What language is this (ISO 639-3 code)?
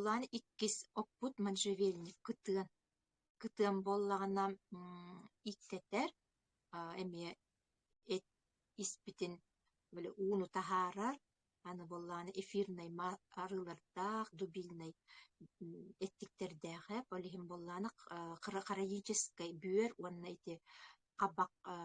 sah